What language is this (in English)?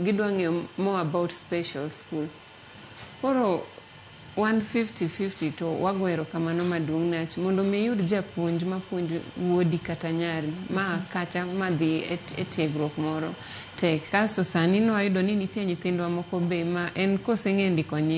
Luo (Kenya and Tanzania)